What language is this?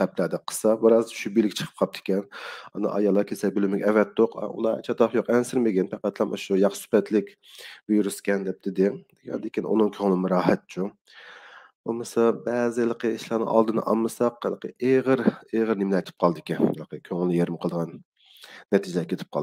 Uyghur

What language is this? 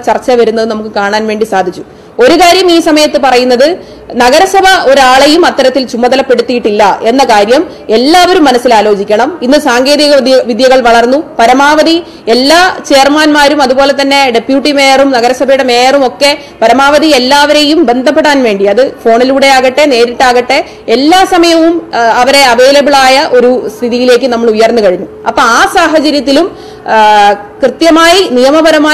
Malayalam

